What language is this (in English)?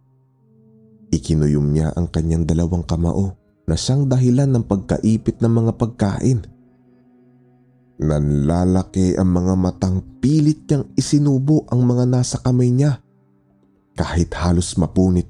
Filipino